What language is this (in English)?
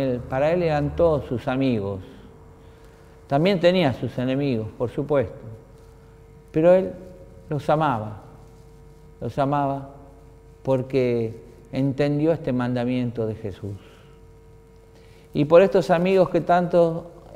Spanish